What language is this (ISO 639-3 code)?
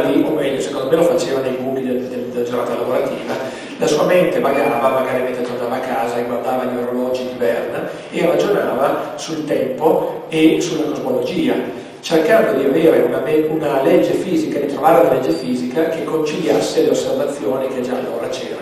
ita